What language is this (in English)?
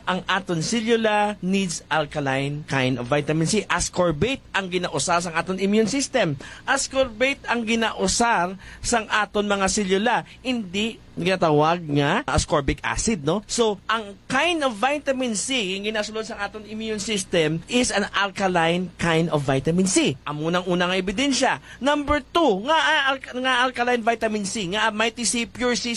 Hiligaynon